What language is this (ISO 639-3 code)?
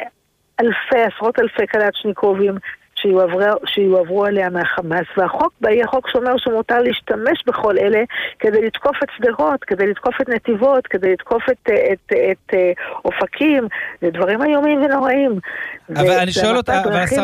heb